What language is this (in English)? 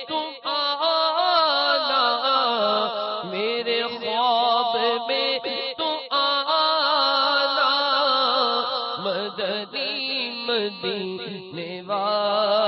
Urdu